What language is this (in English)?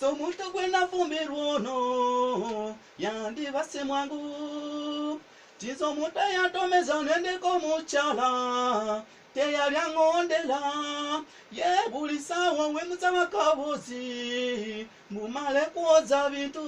Ganda